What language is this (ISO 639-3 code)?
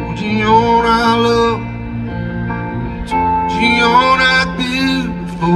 eng